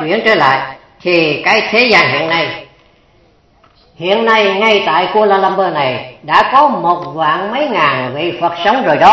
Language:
Vietnamese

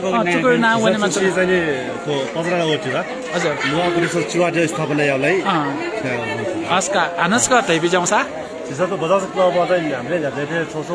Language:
Newari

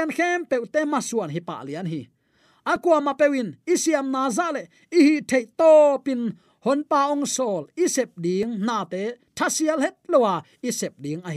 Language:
Tedim Chin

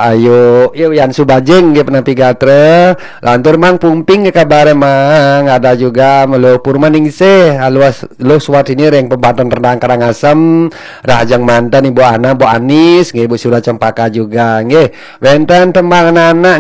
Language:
Balinese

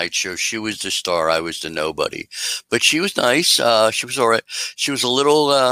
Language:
English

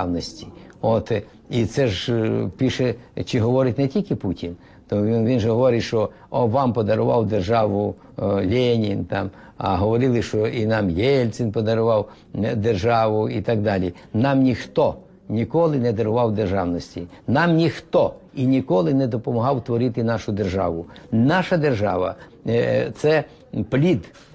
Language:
Ukrainian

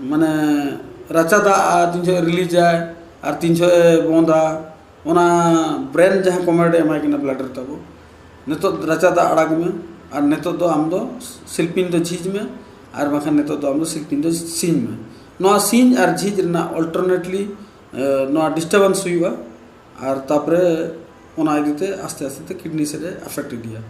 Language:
Santali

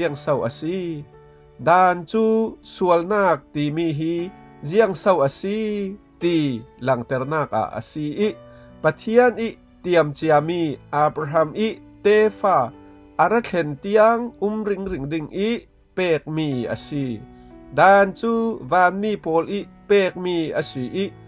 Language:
Falam Chin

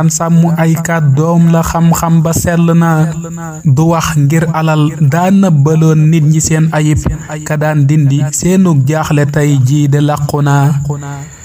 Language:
Wolof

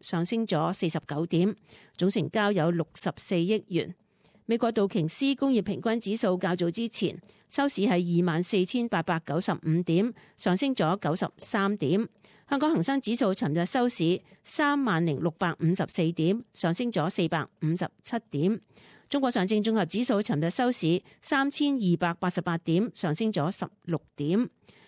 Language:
Cantonese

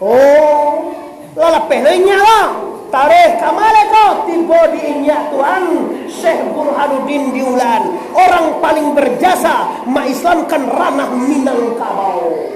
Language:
Minangkabau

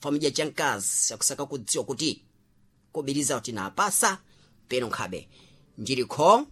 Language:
Sena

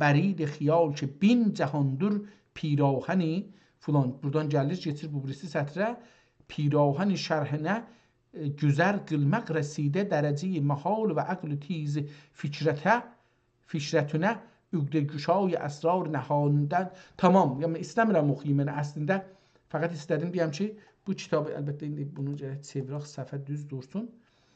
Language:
South Azerbaijani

